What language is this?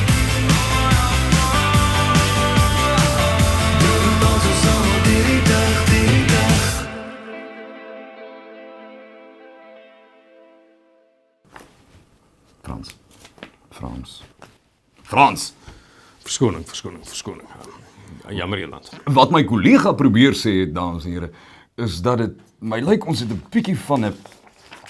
Afrikaans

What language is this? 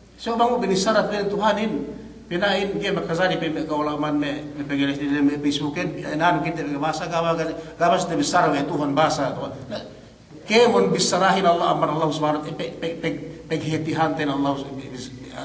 Yakan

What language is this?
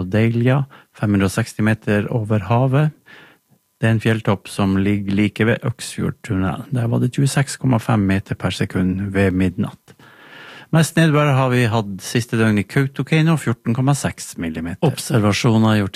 Norwegian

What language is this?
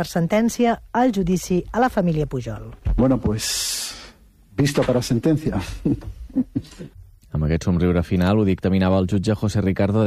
Catalan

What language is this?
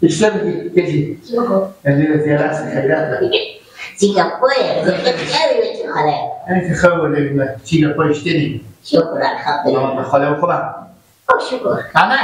Persian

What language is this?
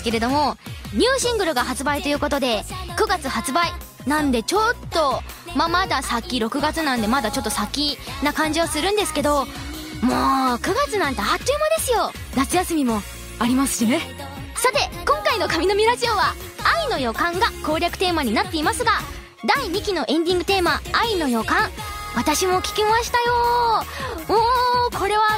Japanese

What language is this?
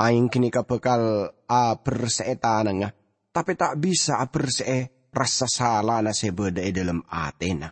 Madurese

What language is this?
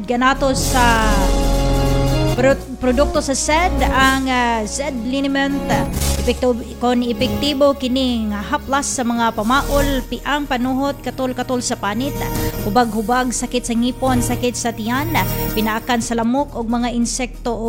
Cebuano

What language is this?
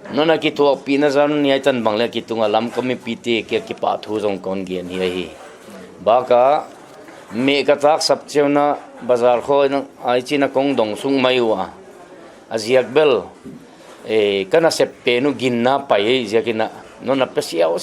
Paite Chin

